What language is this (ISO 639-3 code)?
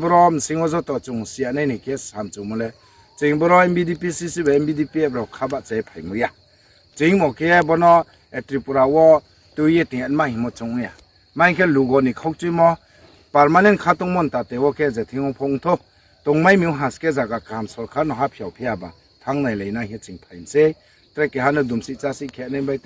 ria